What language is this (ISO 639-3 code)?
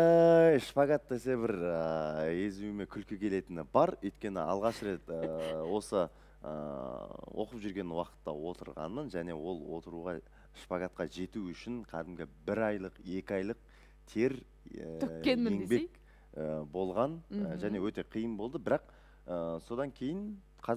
kaz